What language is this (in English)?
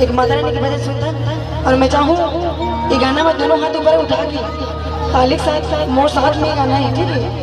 Chhattisgarhi